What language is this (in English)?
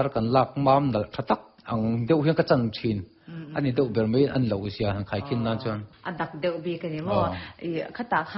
Mizo